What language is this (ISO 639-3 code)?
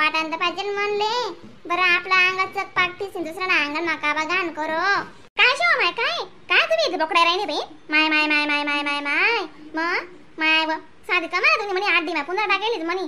khn